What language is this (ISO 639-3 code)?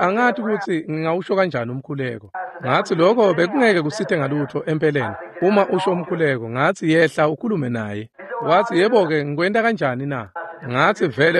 ssw